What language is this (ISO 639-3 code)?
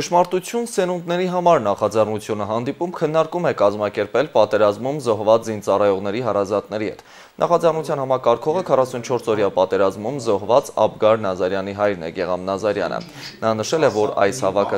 hye